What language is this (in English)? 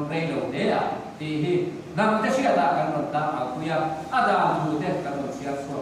Mizo